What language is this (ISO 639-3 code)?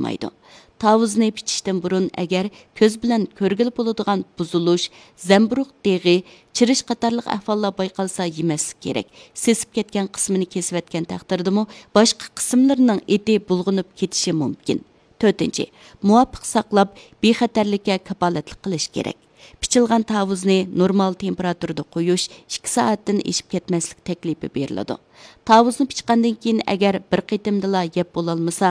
uig